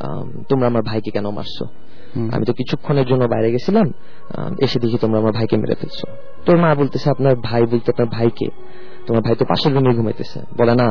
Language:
Bangla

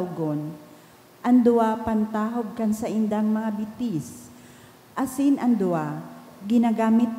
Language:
Bikol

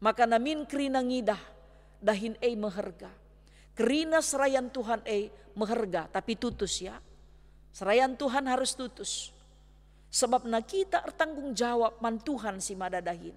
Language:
Batak Karo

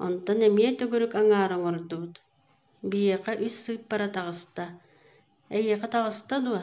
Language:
Yakut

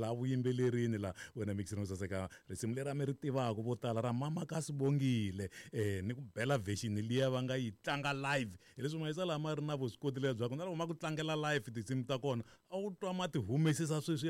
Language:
Tsonga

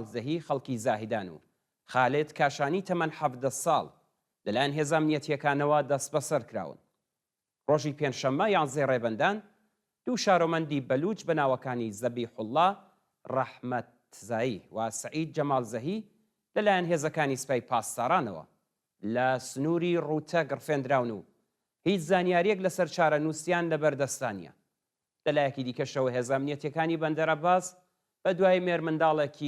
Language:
Central Kurdish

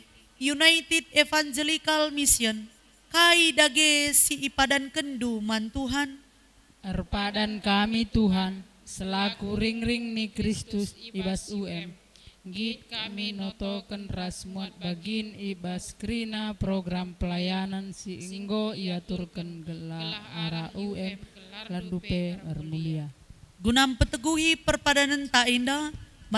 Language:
Batak Karo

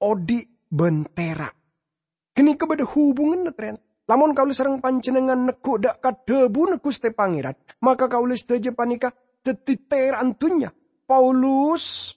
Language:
Madurese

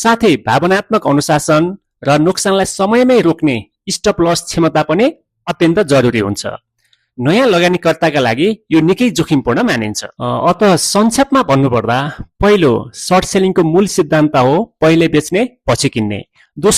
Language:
Nepali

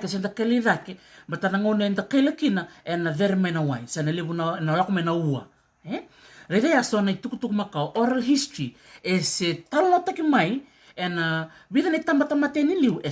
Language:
Fijian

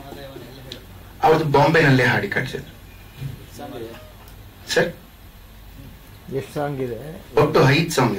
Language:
Kannada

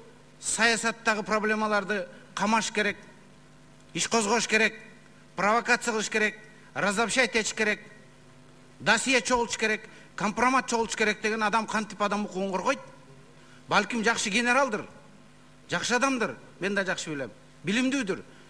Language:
Kyrgyz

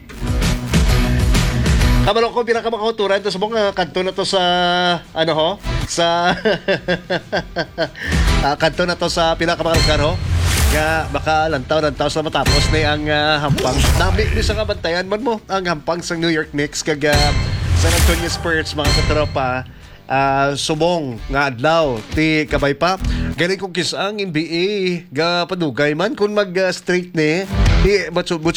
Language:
Hiligaynon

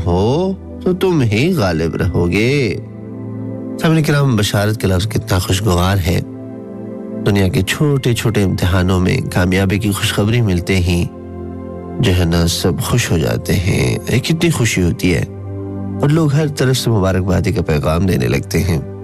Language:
Urdu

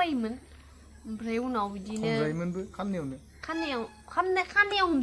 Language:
Bodo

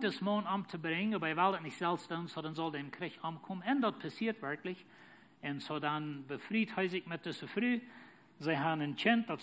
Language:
Plautdietsch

